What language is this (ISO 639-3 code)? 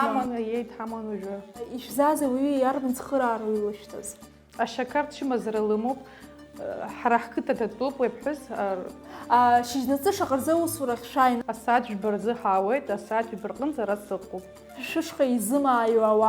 abk